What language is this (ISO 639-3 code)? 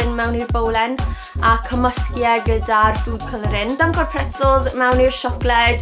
cym